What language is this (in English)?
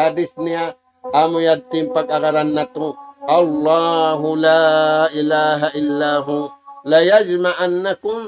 Tausug